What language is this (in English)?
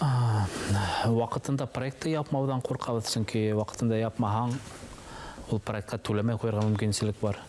Bashkir